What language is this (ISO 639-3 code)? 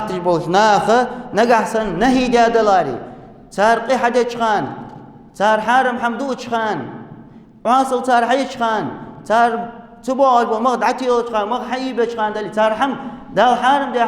inh